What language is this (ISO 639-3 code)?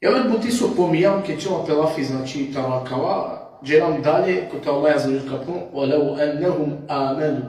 rmn